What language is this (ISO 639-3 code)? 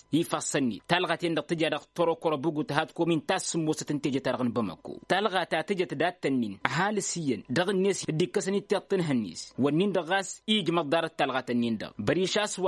taq